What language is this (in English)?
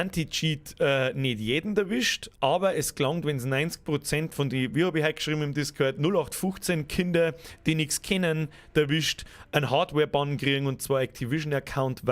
Bavarian